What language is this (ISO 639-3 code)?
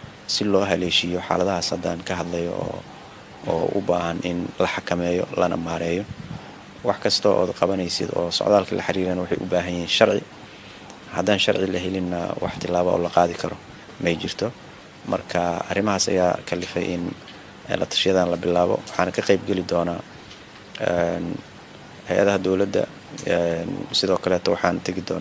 som